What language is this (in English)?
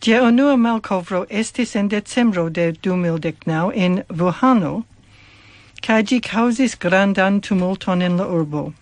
Esperanto